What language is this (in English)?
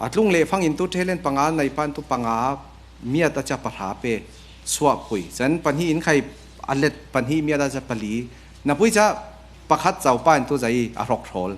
Falam Chin